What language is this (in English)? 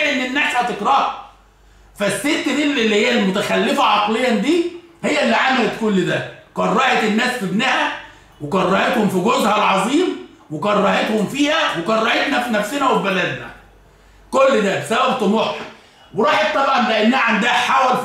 Egyptian Arabic